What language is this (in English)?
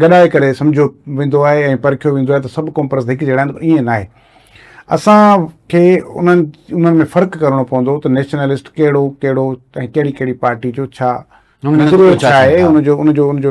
Sindhi